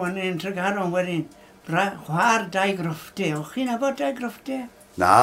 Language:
Welsh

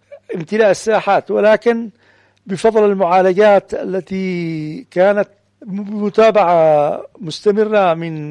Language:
Arabic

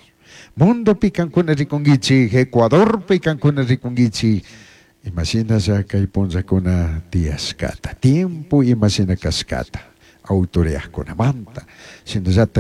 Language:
Chimborazo Highland Quichua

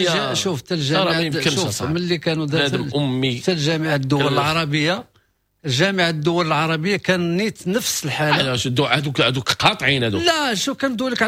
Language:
Moroccan Arabic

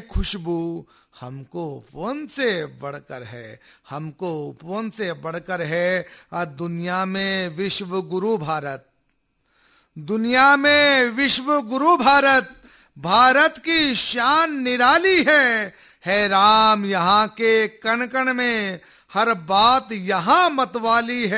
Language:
Hindi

